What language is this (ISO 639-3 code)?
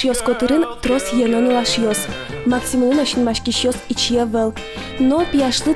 udm